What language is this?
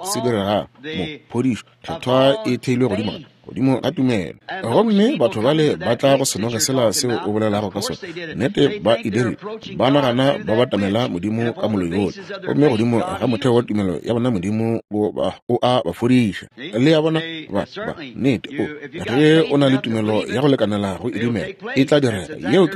Northern Sotho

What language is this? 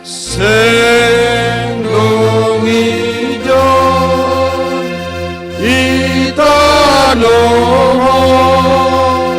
Batak Simalungun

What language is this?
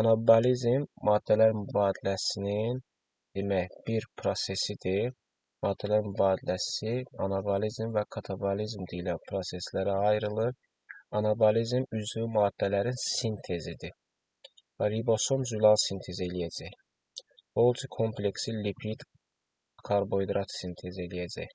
Azerbaijani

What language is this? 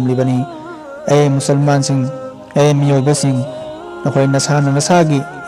Manipuri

